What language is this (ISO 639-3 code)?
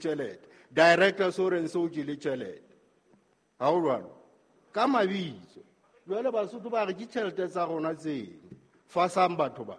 sot